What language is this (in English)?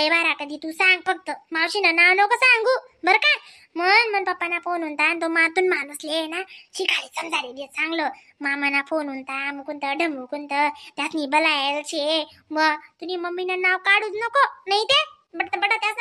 Khandesi